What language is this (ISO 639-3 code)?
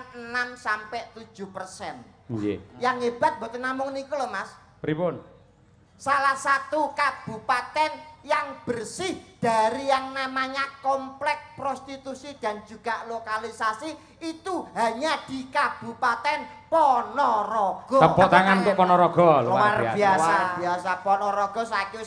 jav